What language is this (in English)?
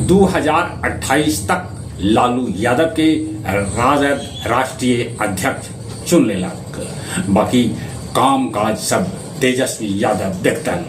Magahi